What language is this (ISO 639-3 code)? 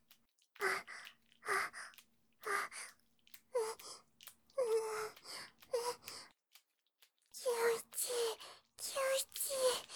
jpn